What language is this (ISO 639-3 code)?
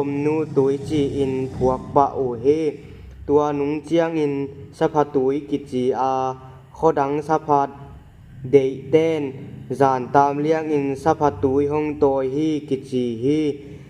ctd